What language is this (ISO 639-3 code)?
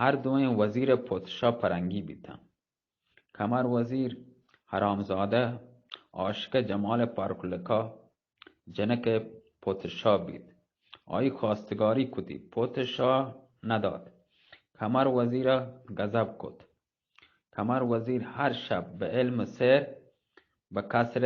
bgp